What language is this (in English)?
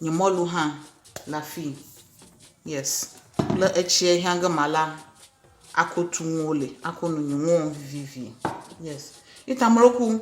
Ewe